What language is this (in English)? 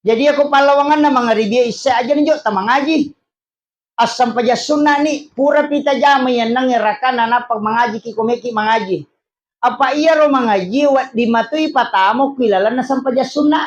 Buginese